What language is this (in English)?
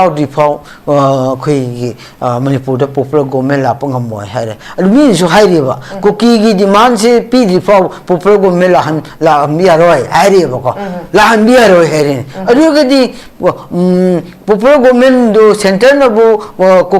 Manipuri